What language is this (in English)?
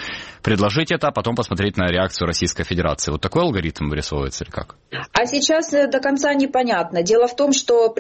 Russian